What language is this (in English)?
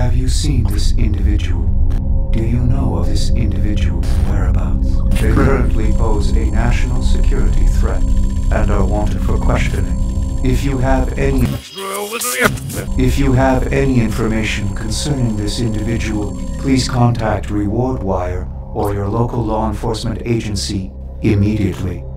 English